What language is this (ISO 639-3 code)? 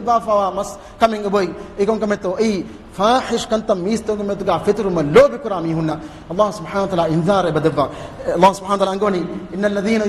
div